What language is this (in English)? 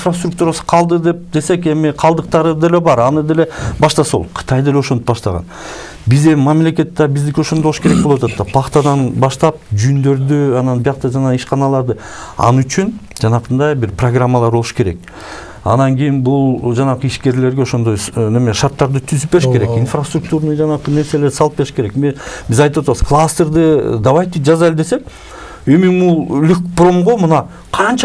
Kyrgyz